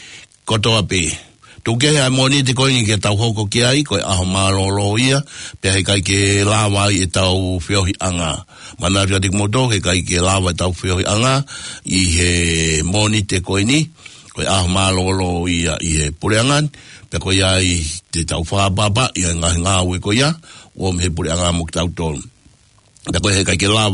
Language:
Tongan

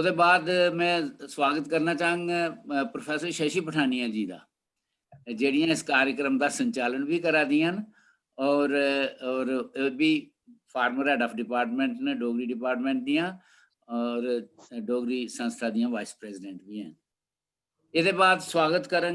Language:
Dogri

